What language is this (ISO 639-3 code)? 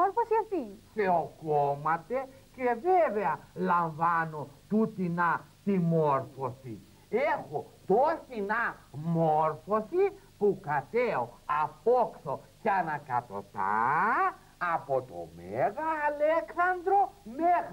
ell